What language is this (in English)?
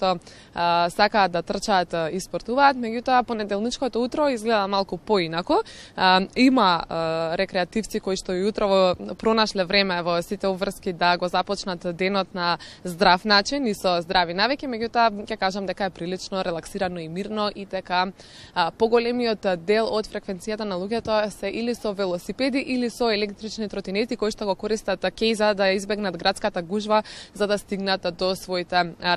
Macedonian